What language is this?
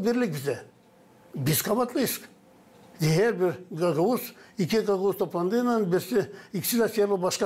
Gagauz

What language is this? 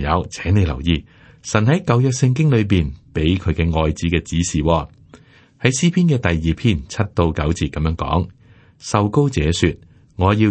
Cantonese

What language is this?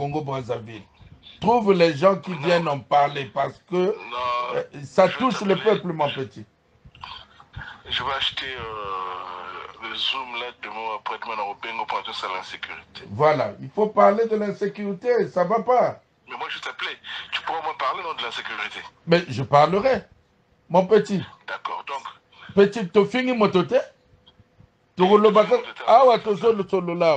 French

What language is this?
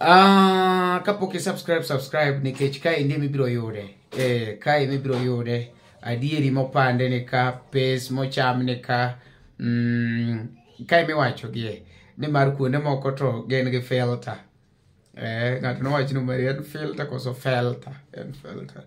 Luo (Kenya and Tanzania)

